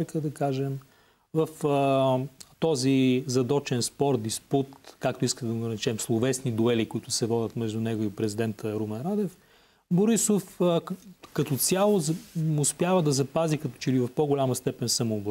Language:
Bulgarian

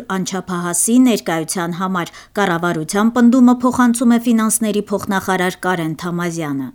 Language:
Armenian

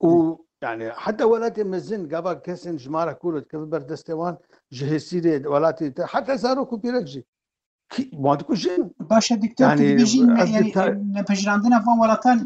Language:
Kurdish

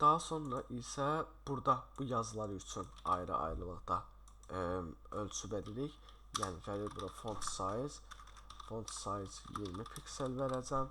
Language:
Azerbaijani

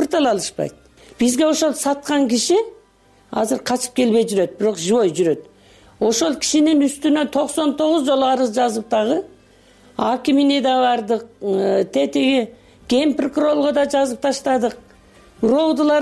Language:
Kyrgyz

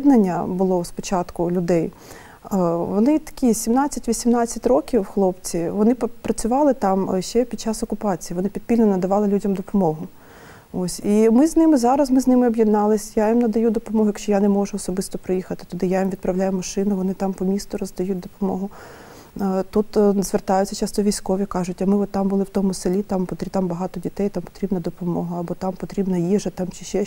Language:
Ukrainian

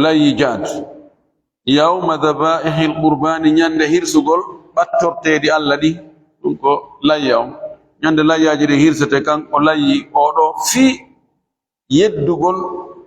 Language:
Fula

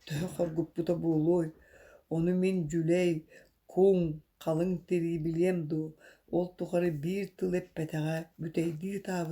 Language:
Yakut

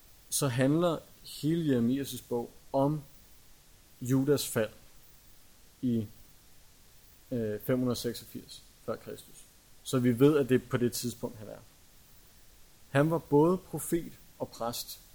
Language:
Danish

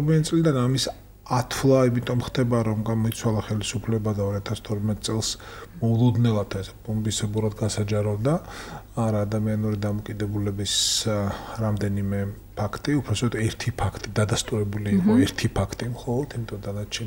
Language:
Georgian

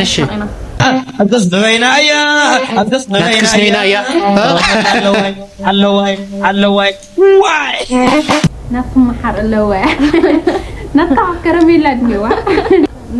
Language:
Tigrinya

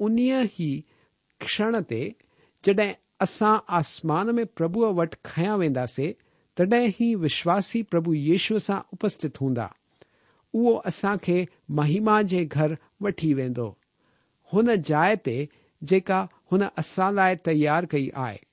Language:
Sindhi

